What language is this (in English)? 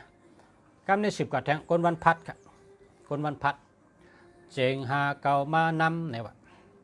Shan